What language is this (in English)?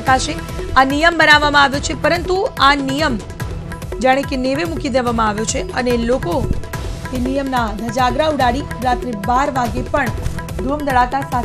Gujarati